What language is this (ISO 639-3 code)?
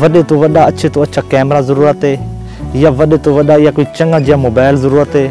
skr